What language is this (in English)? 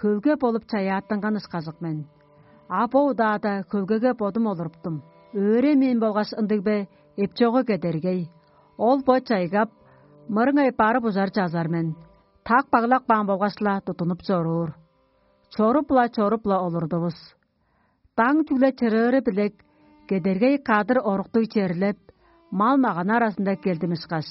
Tuvinian